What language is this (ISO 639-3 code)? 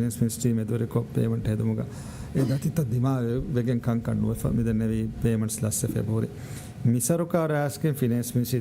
div